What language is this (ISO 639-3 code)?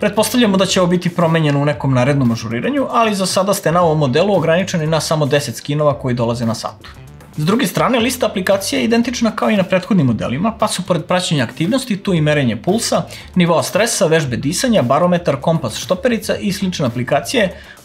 srp